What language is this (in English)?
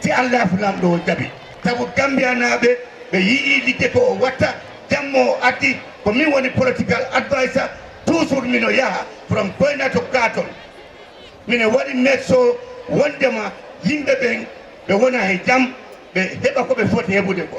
Fula